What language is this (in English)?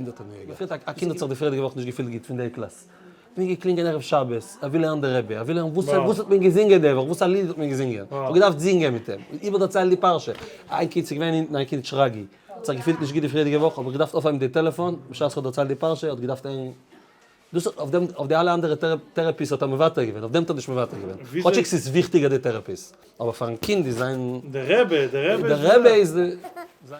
Yiddish